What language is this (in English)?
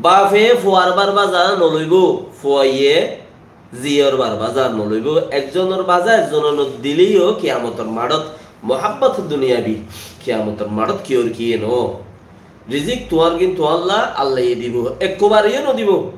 Rohingya